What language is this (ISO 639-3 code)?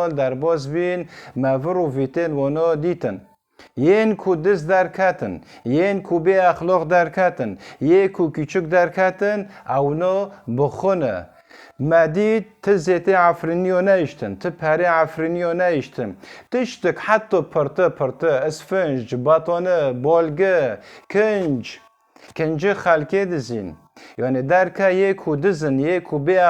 kur